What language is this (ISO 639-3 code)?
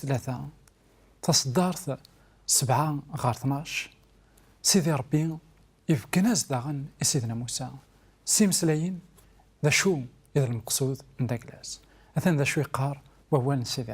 kab